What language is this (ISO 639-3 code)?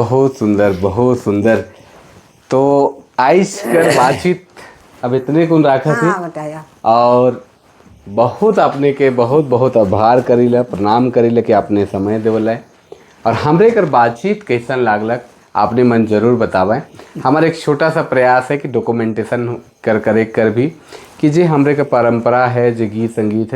sck